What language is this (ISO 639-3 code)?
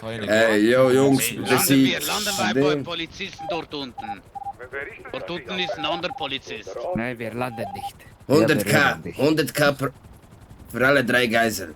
gsw